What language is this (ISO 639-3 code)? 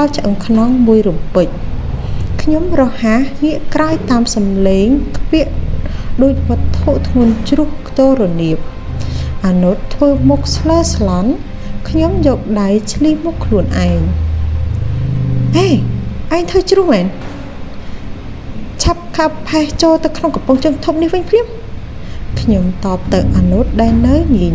khm